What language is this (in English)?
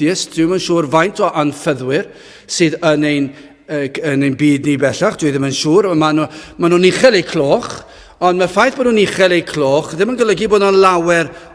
Welsh